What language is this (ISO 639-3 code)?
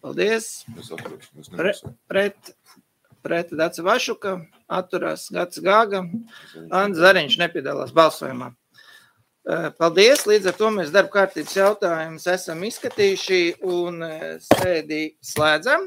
lav